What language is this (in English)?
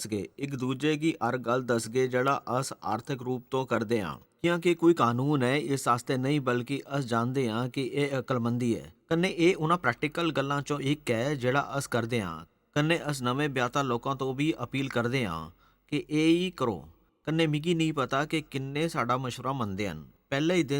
Dogri